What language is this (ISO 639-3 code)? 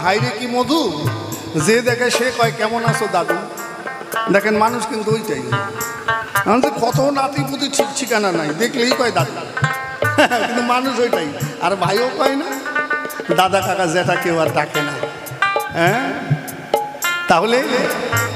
ben